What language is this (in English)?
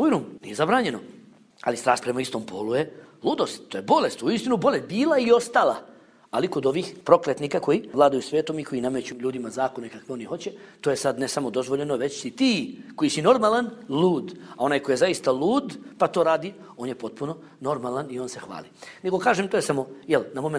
Bosnian